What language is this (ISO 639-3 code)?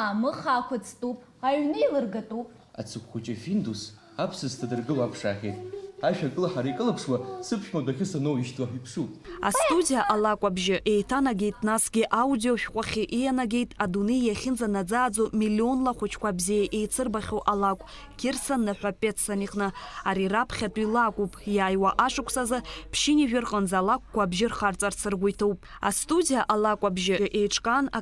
abk